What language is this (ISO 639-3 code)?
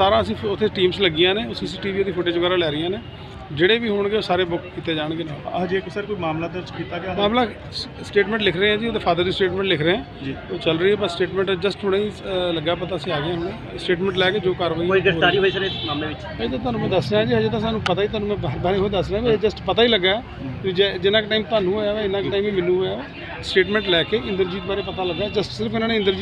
pan